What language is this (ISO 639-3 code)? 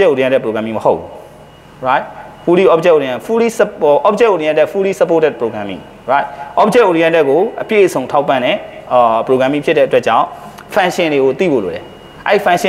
mya